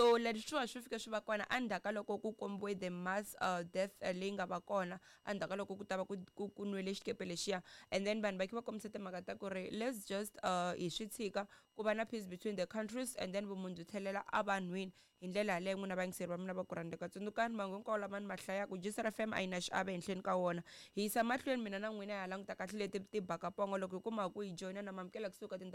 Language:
Tsonga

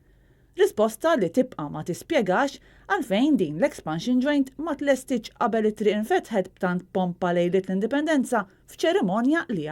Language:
Maltese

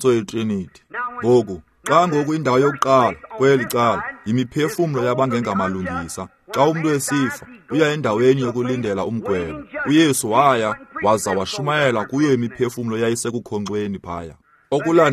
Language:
Xhosa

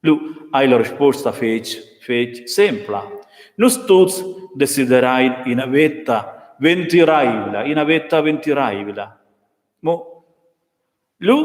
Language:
Romansh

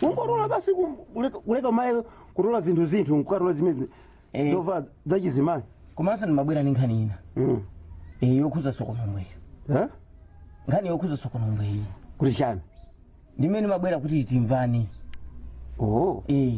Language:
Nyanja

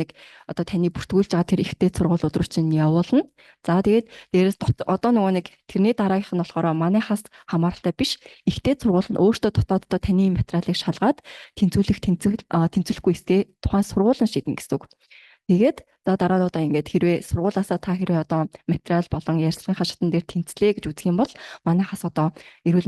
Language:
Mongolian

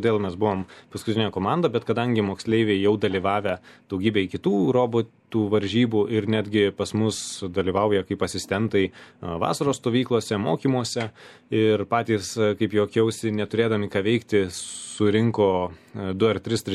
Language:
Lithuanian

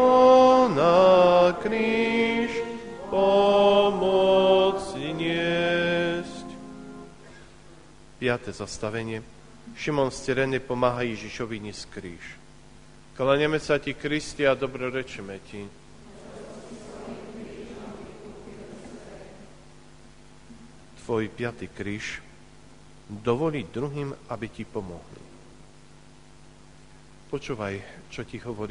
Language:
Slovak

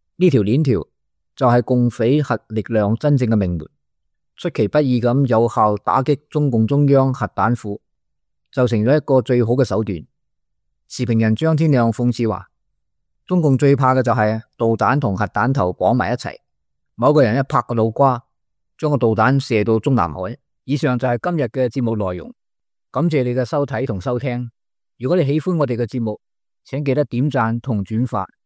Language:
Cantonese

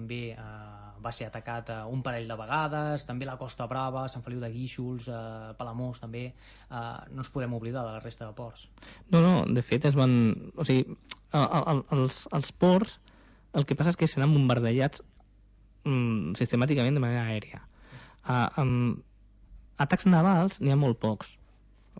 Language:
Catalan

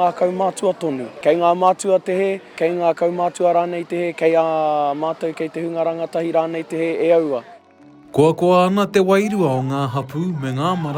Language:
Māori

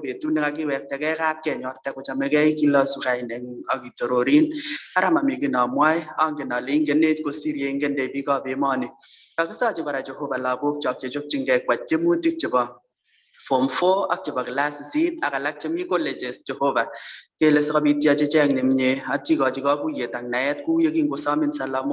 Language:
Kalenjin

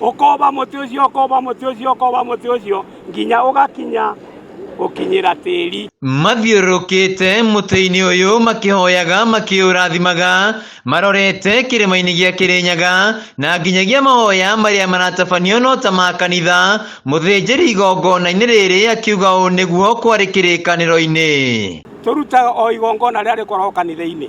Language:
Kikuyu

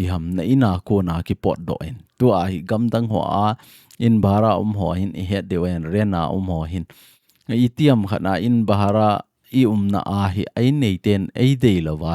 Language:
Thado Chin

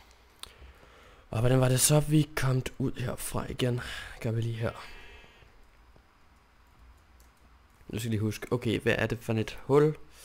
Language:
Danish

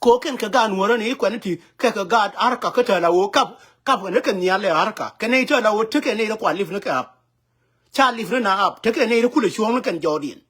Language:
Nuer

